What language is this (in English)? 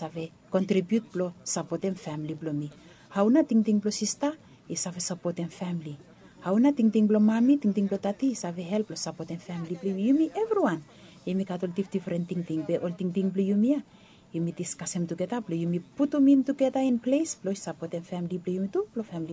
Bislama